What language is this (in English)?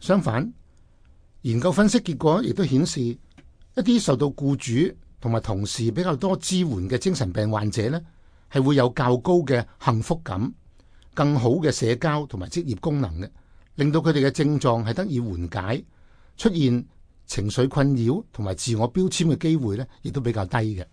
Cantonese